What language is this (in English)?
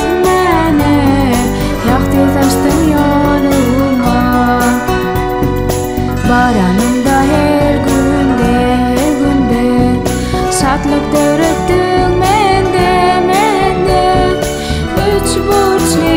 Turkmen